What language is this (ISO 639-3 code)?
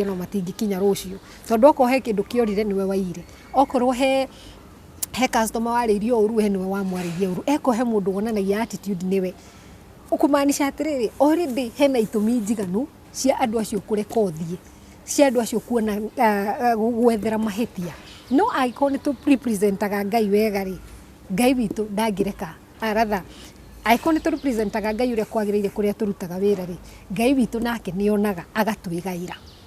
kik